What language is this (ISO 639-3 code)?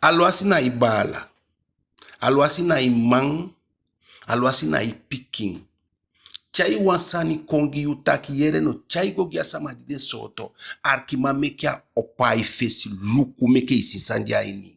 djk